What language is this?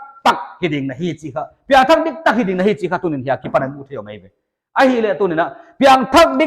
Paite Chin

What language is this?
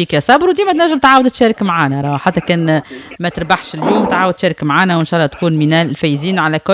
Tunisian Arabic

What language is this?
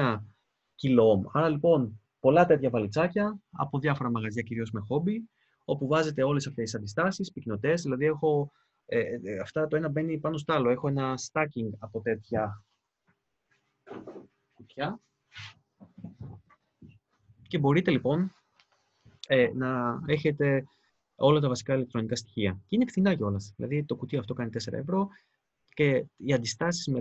Greek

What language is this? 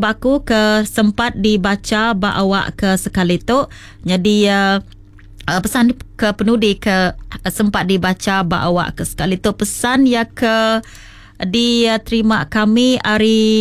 Iban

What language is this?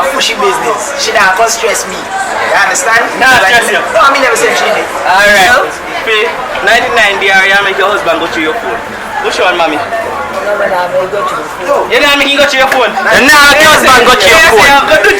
Jamaican Creole English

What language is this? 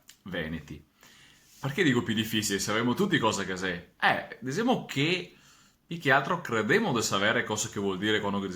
Venetian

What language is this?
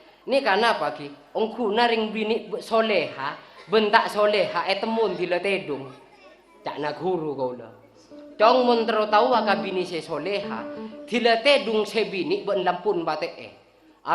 Madurese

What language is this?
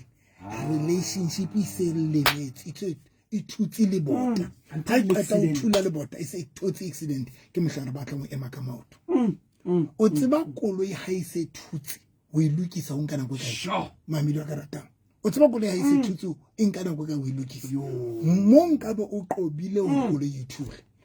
Southern Sotho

